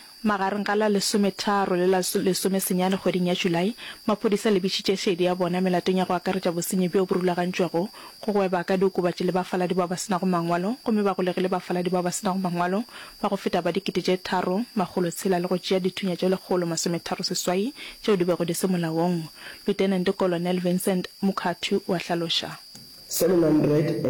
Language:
Northern Sotho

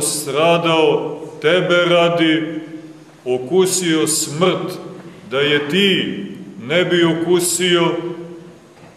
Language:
Serbian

